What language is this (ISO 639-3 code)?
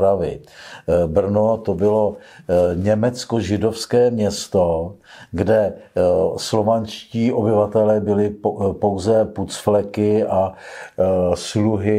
ces